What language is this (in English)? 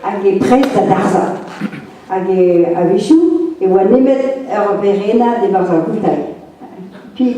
Breton